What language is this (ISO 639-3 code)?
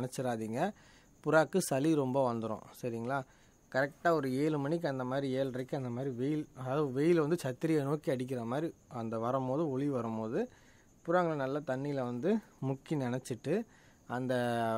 tam